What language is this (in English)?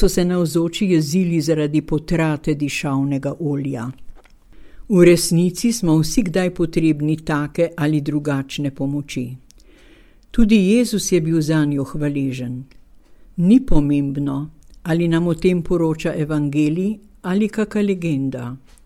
Slovenian